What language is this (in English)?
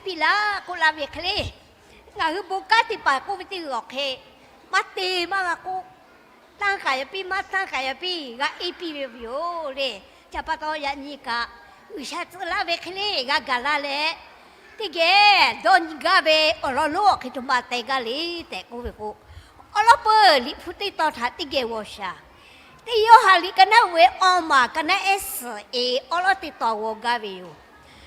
Lahu